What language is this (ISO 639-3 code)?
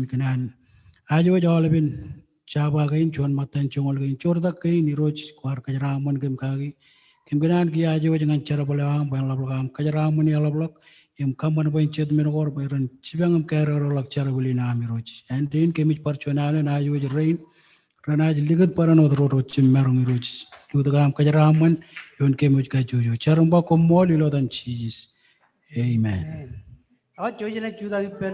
mah